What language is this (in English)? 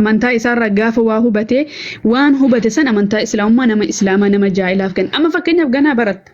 Oromo